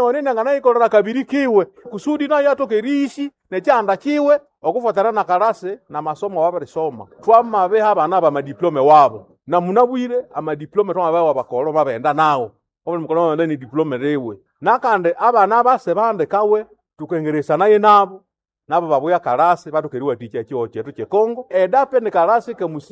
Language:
Nande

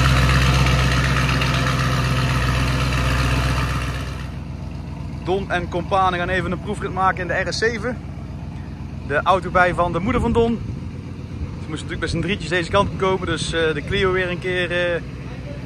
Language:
Dutch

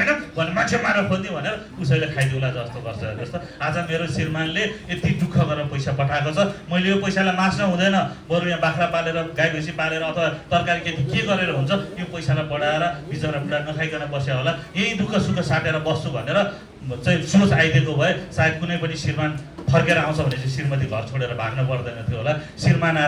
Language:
Nepali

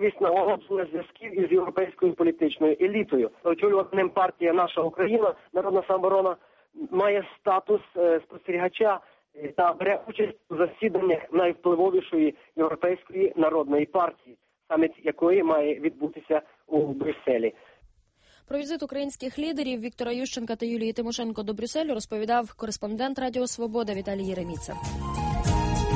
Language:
Ukrainian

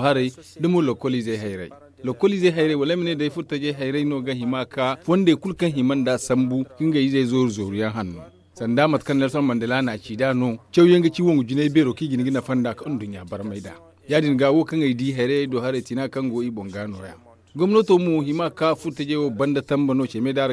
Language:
Zarma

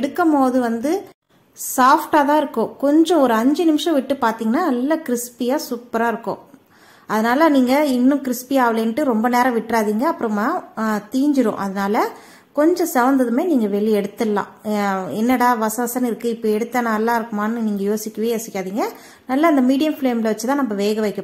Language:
Tamil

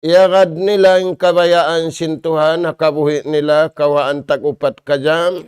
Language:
Tausug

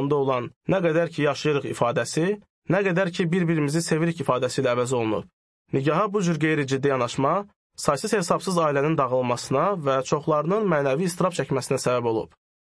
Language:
Azerbaijani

